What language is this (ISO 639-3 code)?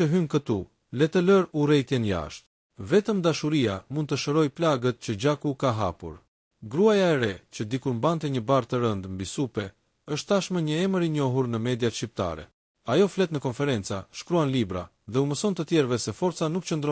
sqi